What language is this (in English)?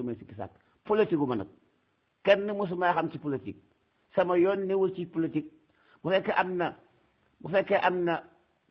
Wolof